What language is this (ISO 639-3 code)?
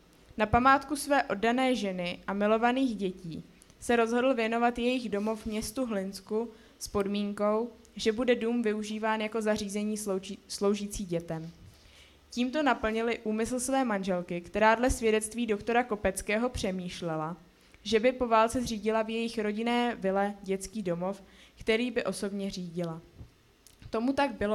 ces